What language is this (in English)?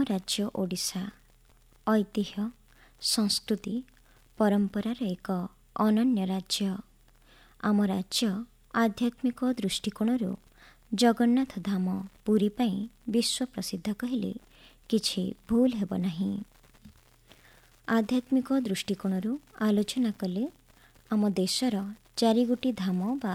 Odia